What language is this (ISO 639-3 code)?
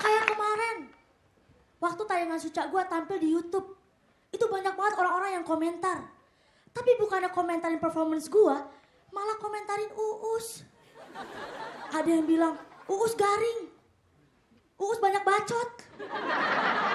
ind